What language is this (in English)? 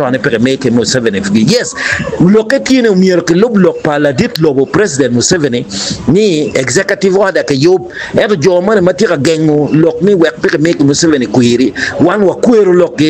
Acoli